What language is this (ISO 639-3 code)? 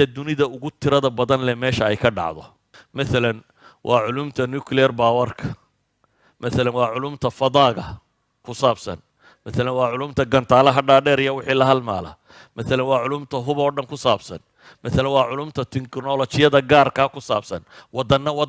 som